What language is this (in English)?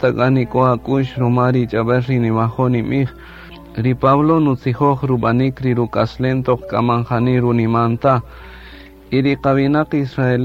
Kaqchikel